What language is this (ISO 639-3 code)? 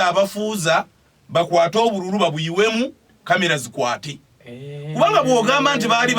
lug